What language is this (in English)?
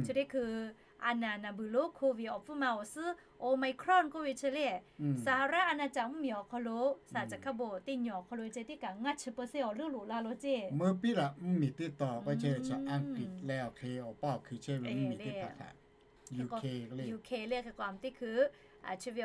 Lahu